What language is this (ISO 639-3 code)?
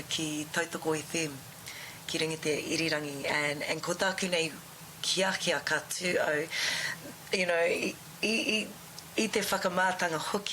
mri